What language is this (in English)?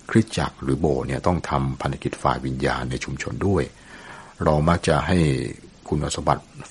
Thai